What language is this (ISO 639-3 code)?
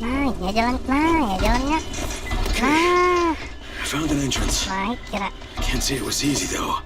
bjn